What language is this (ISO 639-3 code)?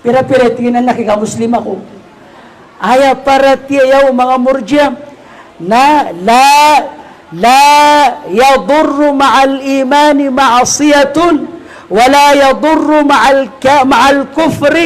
mrw